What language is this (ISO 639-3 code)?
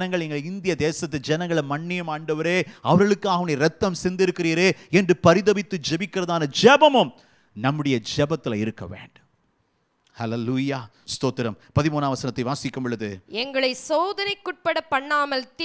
tam